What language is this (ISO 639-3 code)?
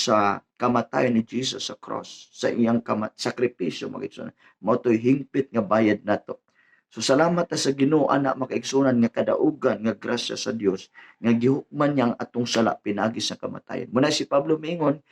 ceb